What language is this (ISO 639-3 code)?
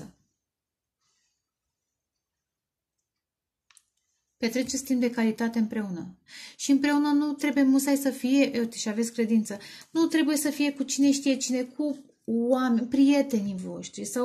ron